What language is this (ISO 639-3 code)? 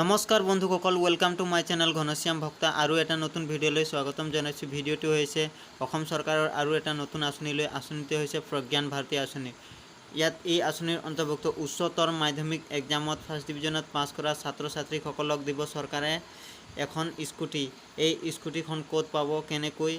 asm